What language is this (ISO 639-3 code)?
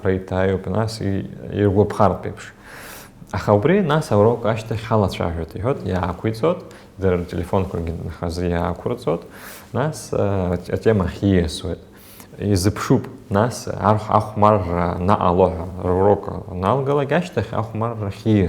abk